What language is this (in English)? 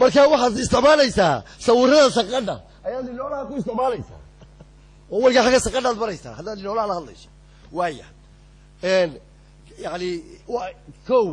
Somali